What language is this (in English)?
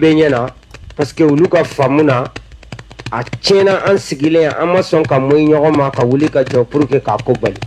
Bambara